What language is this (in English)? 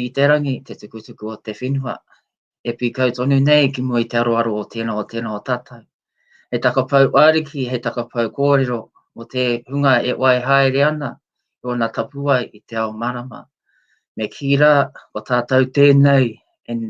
Māori